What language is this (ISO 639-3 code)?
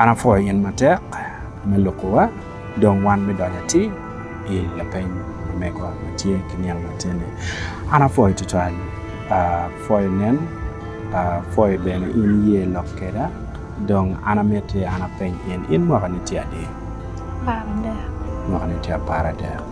ach